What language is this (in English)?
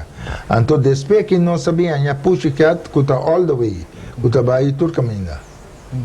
Papiamento